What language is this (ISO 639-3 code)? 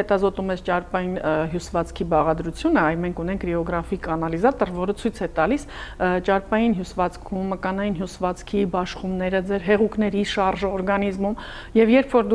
hye